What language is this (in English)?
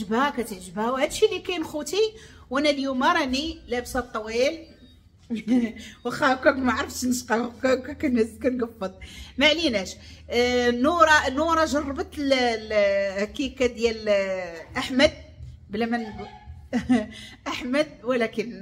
Moroccan Arabic